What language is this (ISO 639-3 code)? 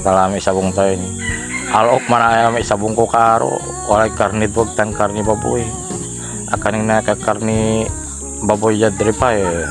pag